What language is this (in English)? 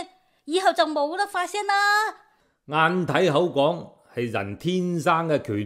Cantonese